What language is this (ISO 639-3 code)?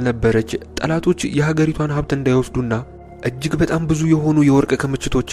amh